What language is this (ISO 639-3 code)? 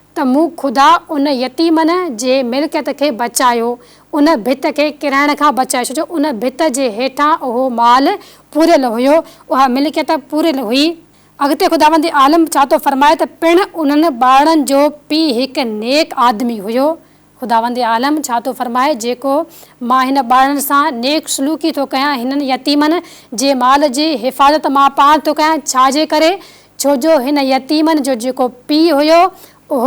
snd